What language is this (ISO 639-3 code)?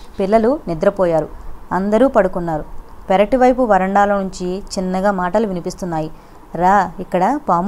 tel